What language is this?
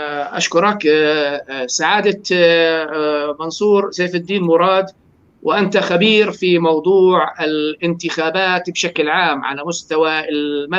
North Levantine Arabic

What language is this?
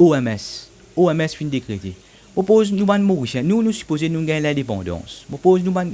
Morisyen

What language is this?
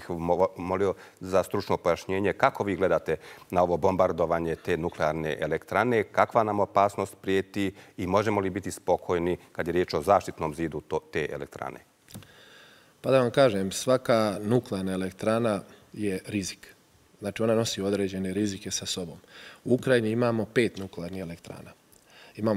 Bosnian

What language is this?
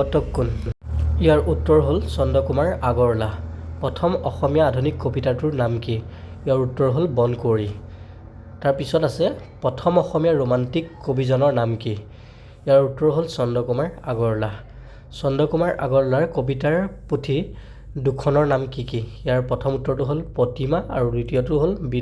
Assamese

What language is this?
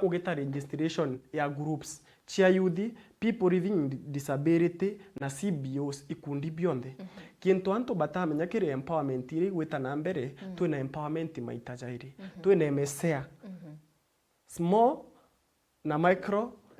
Meru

